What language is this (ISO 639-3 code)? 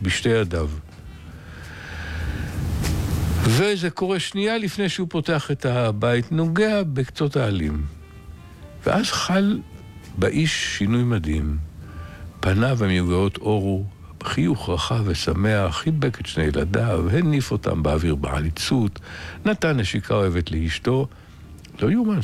heb